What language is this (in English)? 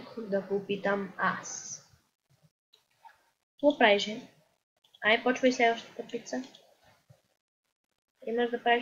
Bulgarian